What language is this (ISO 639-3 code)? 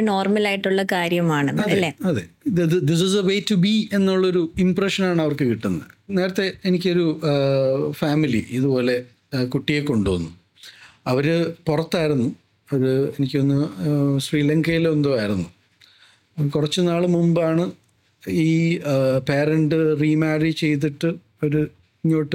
mal